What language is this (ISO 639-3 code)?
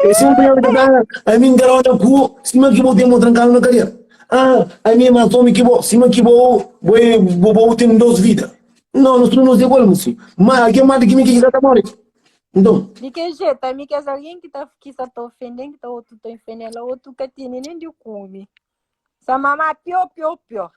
kea